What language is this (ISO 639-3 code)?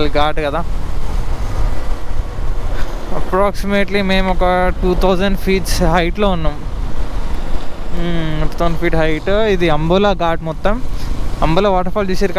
tel